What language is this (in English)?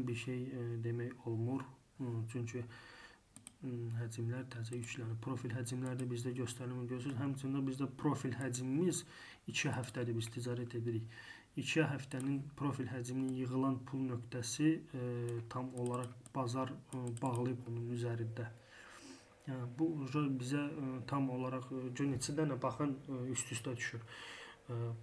Azerbaijani